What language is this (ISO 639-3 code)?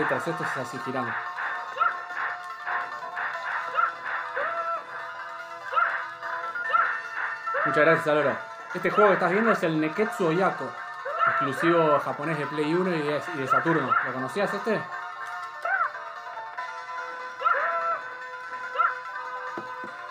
spa